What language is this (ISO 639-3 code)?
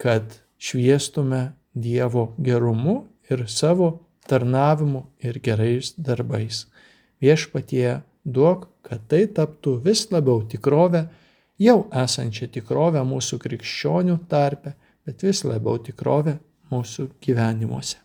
lit